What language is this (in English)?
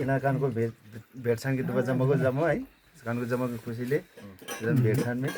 Nepali